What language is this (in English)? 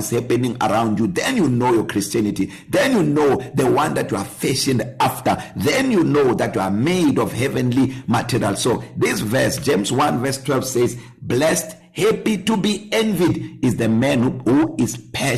English